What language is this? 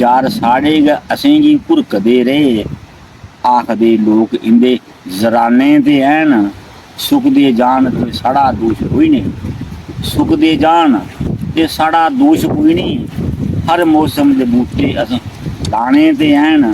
Dogri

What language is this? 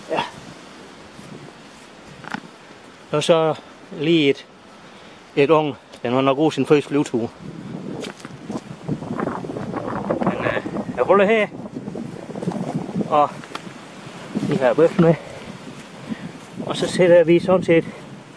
Danish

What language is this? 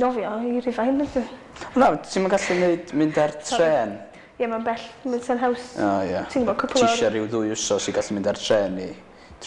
Welsh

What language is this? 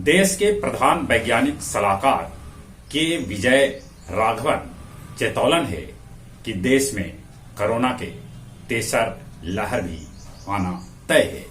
Magahi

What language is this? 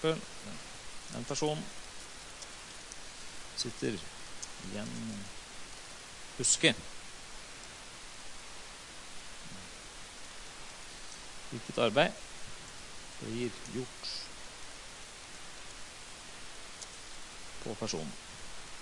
Norwegian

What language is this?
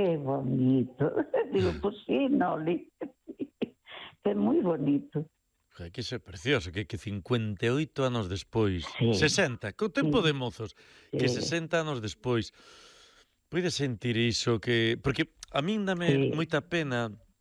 Galician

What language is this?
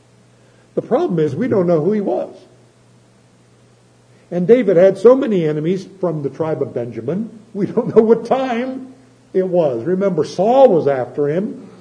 English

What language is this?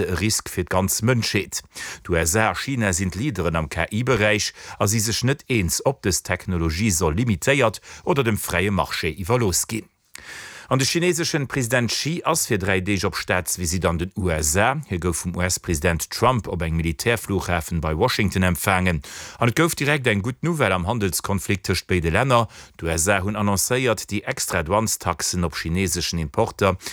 Luxembourgish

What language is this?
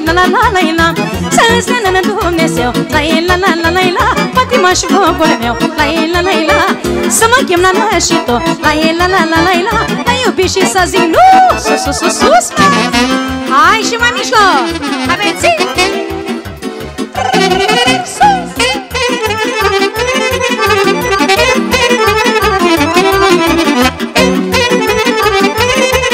Romanian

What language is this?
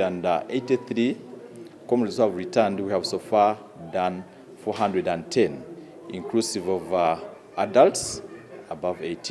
Nyankole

